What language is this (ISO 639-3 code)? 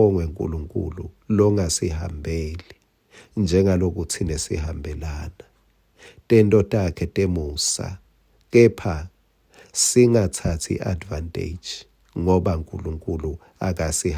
ssw